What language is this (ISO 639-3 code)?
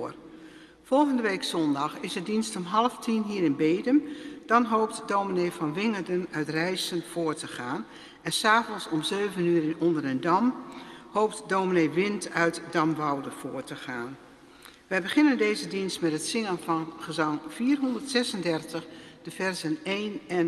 nld